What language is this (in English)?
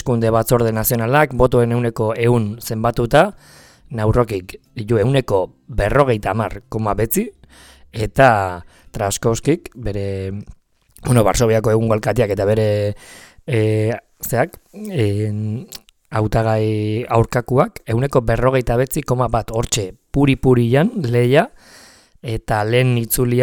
Basque